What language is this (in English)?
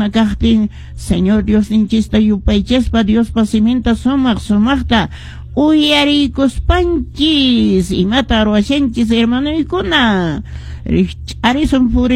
Quechua